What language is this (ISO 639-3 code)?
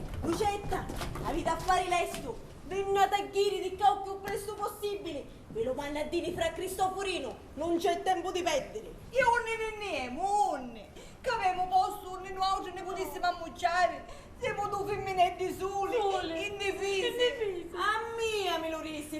scn